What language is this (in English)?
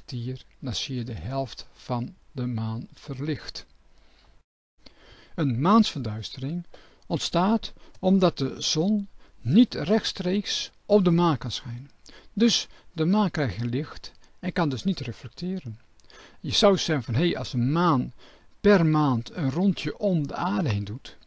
Dutch